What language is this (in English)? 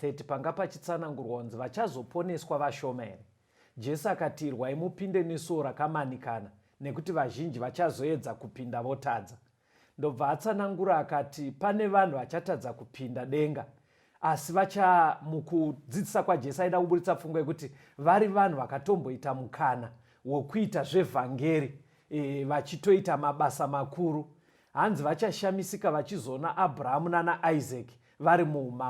Shona